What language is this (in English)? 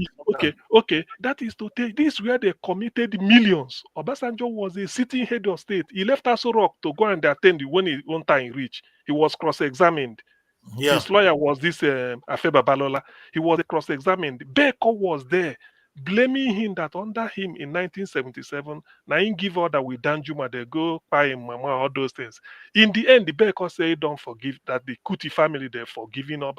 Nigerian Pidgin